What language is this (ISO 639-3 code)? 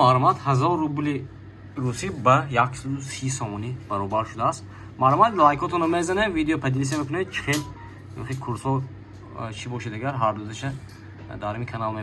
tgk